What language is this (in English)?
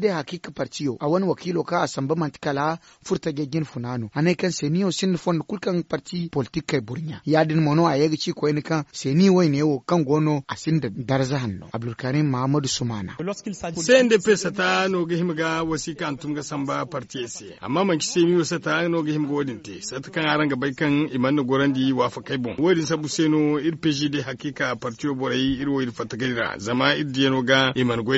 Zarma